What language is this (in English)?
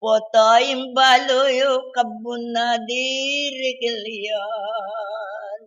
Pampanga